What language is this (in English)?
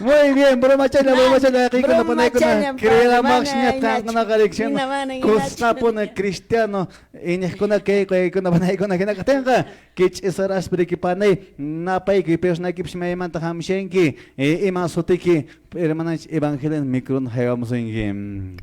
Quechua